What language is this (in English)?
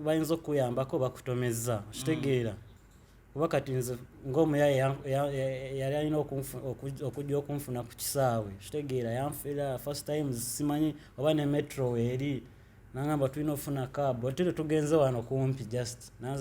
Ganda